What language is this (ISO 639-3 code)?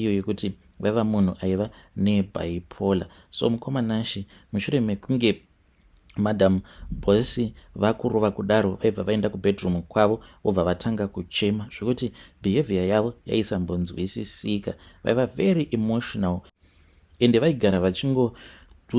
sna